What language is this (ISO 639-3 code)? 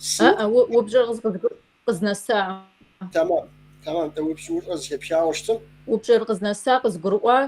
kbd